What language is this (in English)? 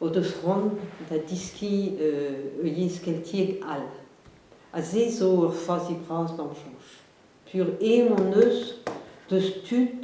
Breton